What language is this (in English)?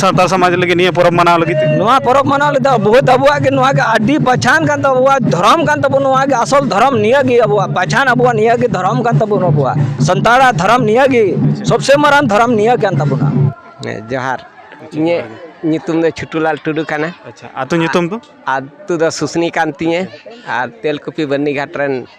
Santali